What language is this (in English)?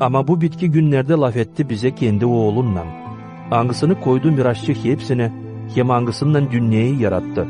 Gagauz